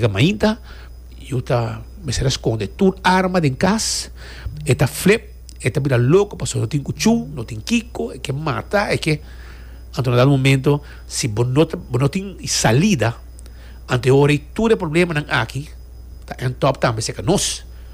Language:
Papiamento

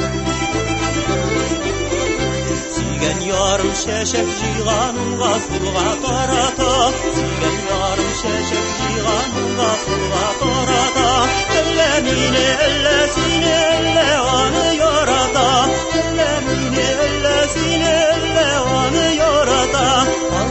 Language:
Tatar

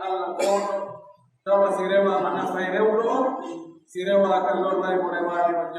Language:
Pular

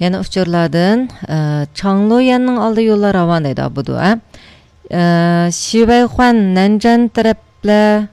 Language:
Uyghur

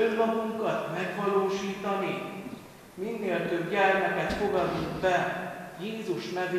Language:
Hungarian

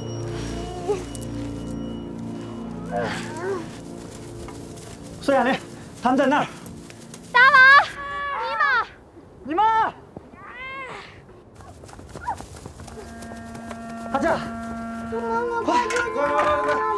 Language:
Chinese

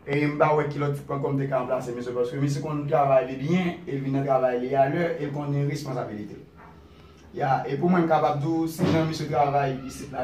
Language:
Haitian Creole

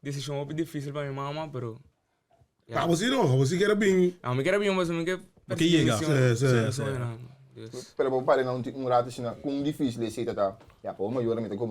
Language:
Papiamento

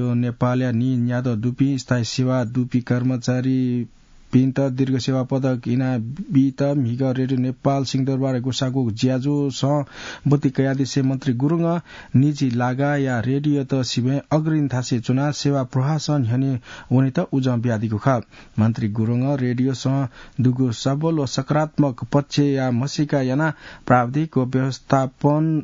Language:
Newari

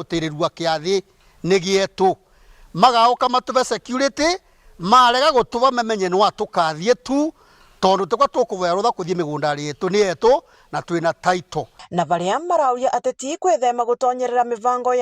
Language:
Meru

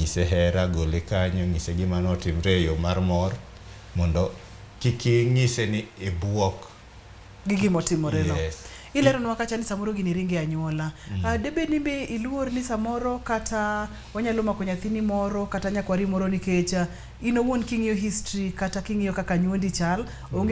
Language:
Luo (Kenya and Tanzania)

